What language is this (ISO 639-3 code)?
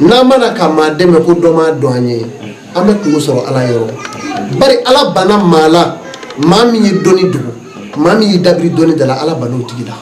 bam